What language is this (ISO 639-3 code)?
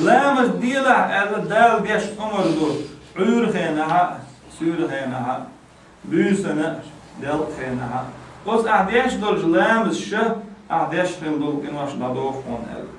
che